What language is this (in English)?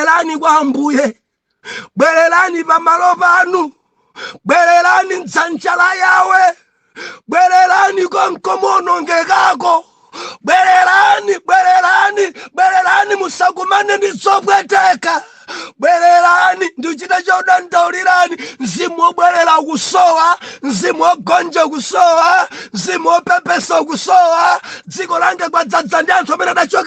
Nyanja